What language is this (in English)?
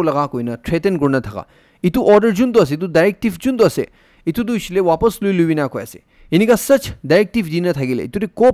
Naga Pidgin